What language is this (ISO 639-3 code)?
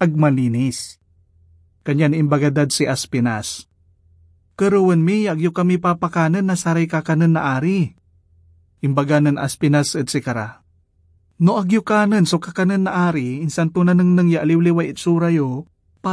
pag